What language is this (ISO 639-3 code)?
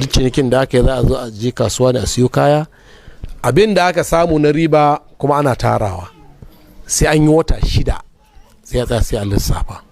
hau